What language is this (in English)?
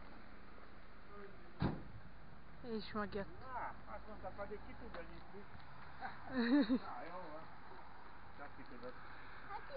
Hungarian